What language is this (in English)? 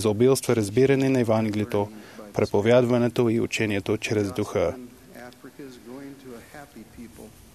Bulgarian